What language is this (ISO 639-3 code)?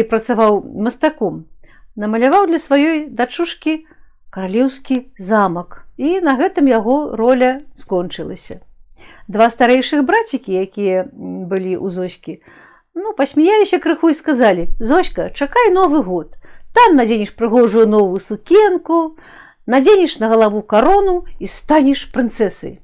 bel